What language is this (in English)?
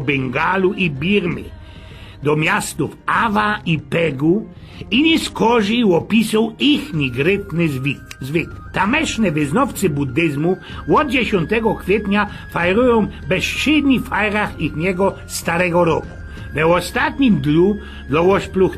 Silesian